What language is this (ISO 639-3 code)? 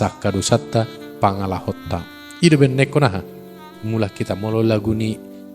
bbc